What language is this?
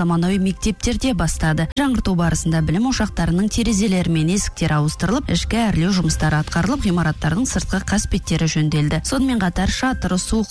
Kazakh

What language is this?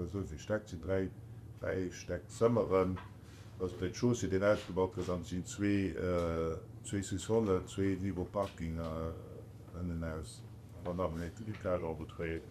Luxembourgish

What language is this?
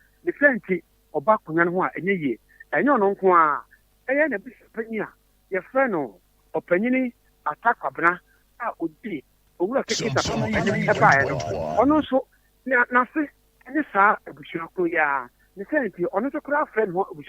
Akan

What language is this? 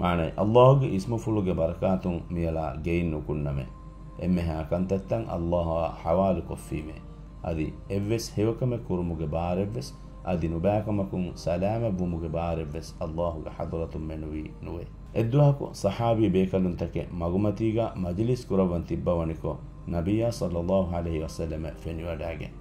Divehi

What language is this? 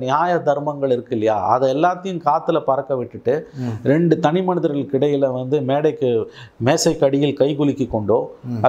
Tamil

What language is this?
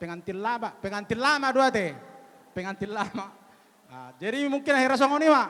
Batak Toba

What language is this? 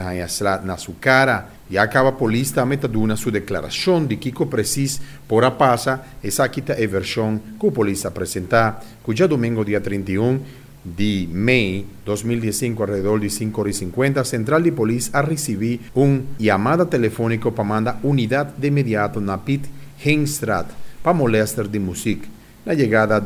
Papiamento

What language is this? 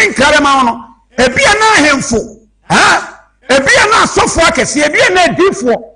Akan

